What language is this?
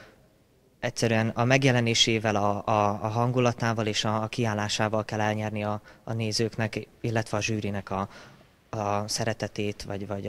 Hungarian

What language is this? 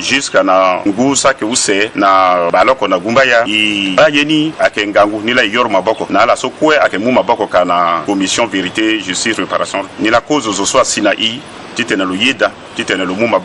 Sango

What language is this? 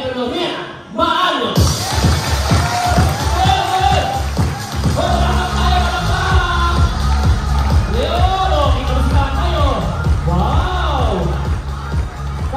Filipino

